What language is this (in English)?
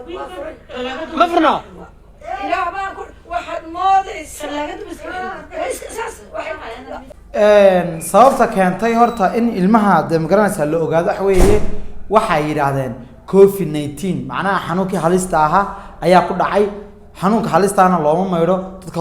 Somali